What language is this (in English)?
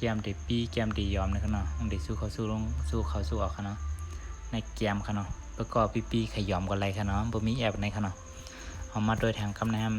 Shan